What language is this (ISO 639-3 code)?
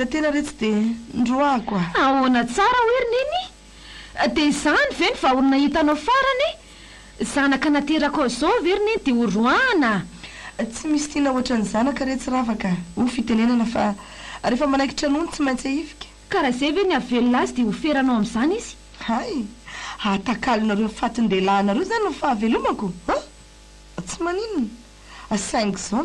mlg